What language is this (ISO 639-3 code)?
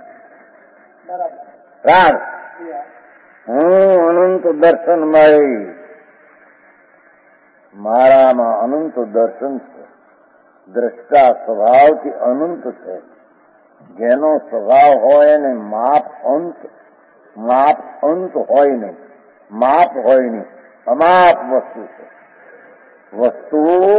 guj